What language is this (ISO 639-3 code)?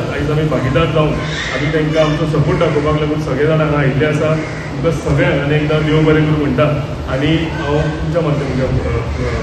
kok